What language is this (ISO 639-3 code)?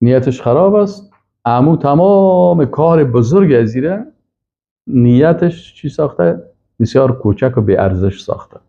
fas